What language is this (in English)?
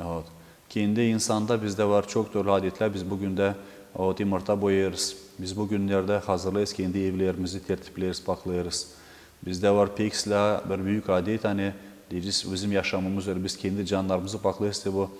Gagauz